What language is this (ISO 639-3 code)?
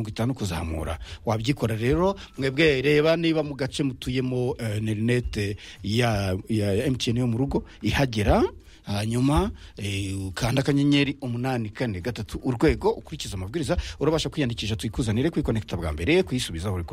kin